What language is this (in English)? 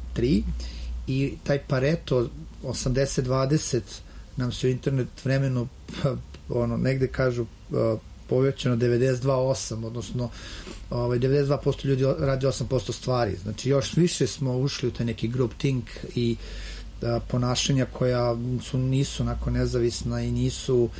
Serbian